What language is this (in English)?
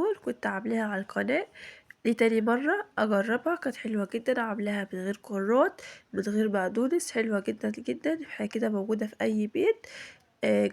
Egyptian Arabic